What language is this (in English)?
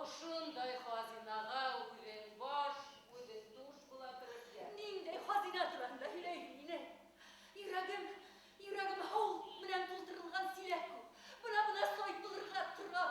Bashkir